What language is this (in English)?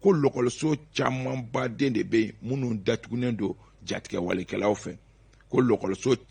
Bambara